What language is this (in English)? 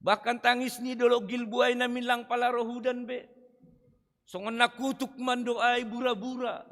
Batak Simalungun